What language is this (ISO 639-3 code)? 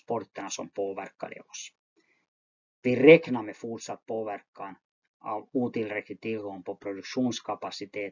swe